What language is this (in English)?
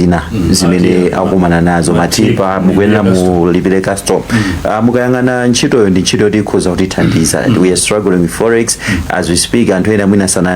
Nyanja